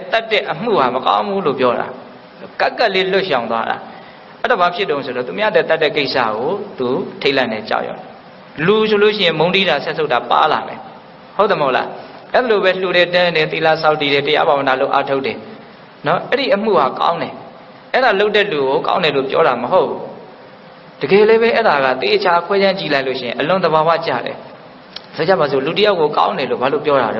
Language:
Burmese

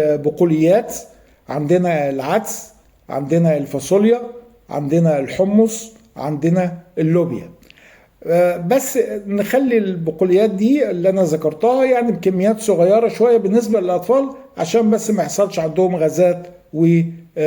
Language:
Egyptian Arabic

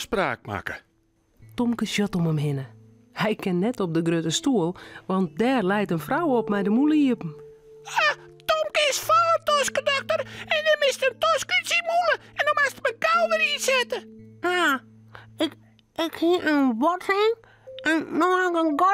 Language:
Western Frisian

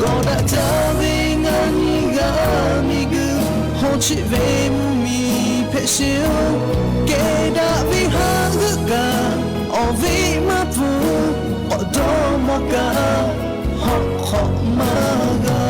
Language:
Lahu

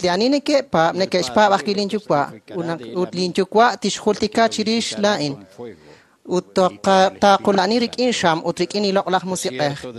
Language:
Kekchí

